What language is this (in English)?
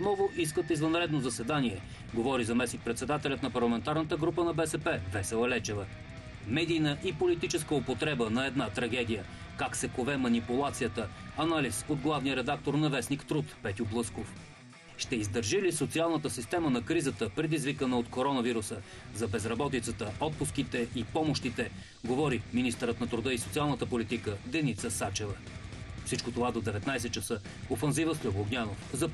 Bulgarian